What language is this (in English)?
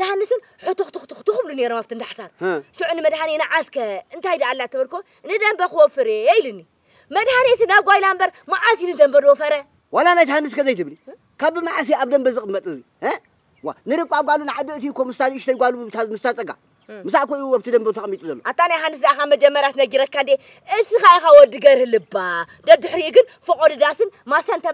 Tigrinya